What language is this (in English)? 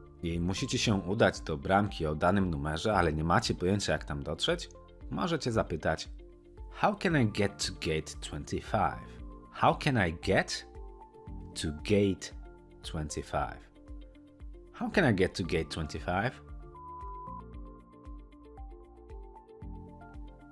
Polish